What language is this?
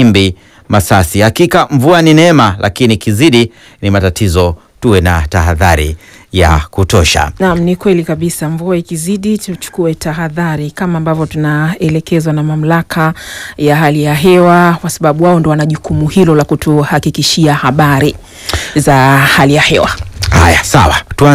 Swahili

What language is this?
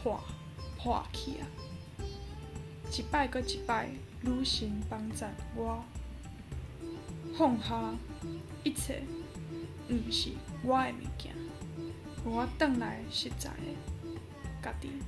Min Nan Chinese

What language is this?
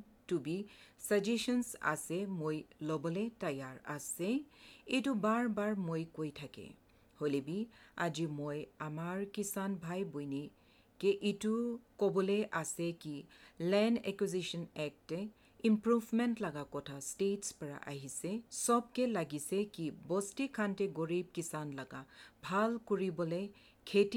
Assamese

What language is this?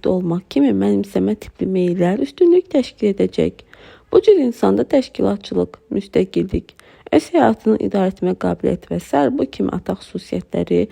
Azerbaijani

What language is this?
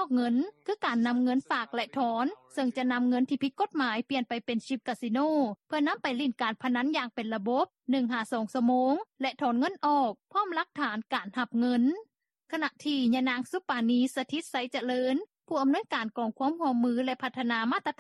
Lao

